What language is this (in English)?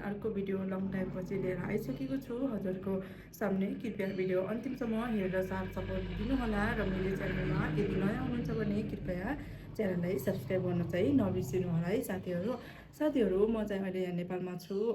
Nepali